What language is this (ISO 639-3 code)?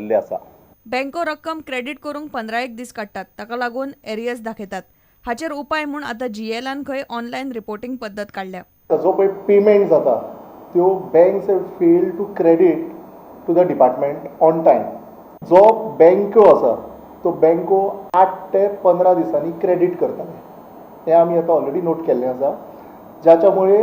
kok